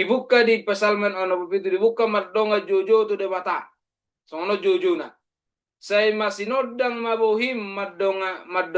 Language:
Batak Toba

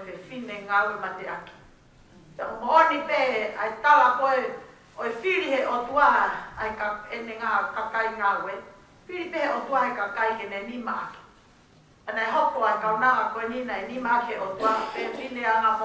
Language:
Tongan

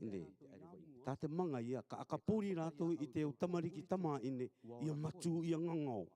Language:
Rarotongan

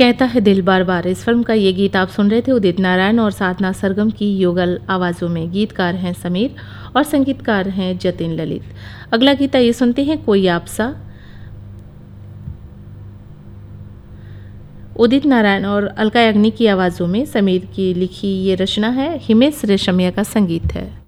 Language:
Hindi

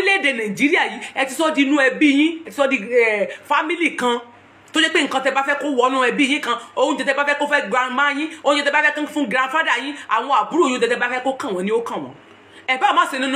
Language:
Yoruba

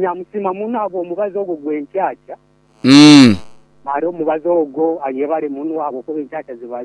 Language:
Nyankole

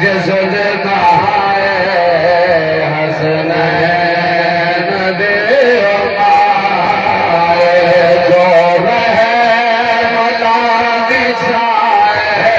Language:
Saraiki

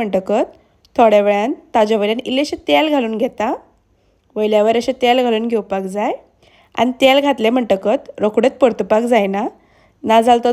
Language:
Konkani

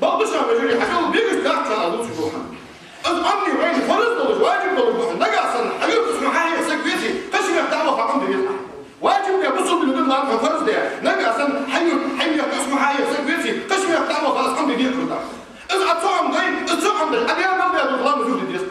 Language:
Ingush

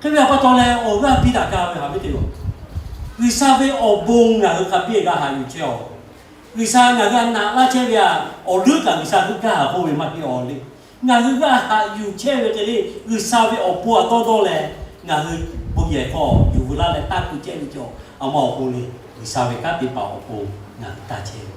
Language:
Lahu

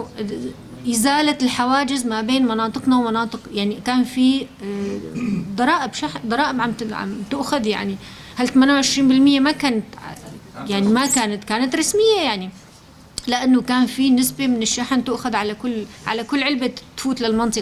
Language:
North Levantine Arabic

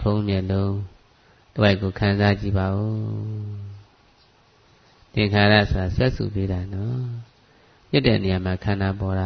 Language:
Burmese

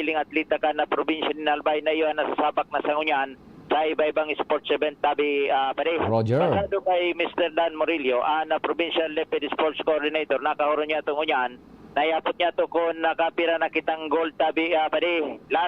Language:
Bikol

